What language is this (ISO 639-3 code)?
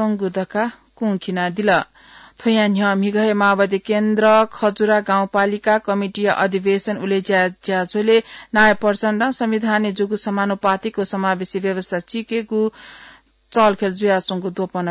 new